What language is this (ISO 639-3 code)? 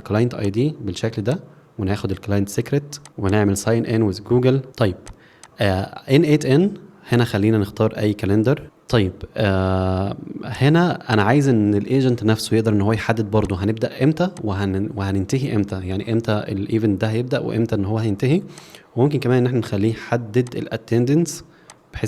arz